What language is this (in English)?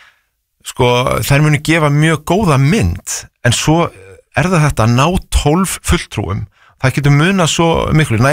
Icelandic